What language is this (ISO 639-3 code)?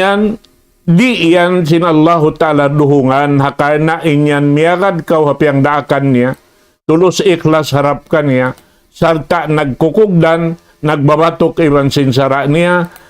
tsg